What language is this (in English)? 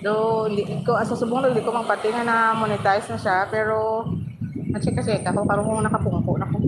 Hiligaynon